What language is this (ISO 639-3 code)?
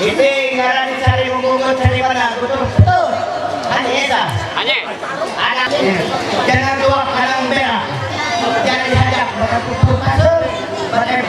mhy